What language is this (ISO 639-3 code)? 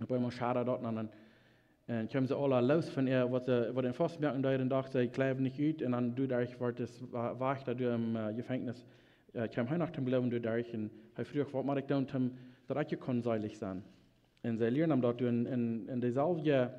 pdt